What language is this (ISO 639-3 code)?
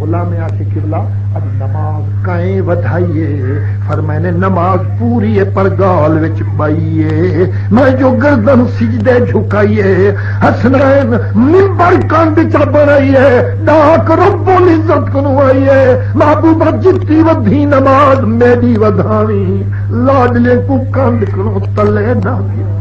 skr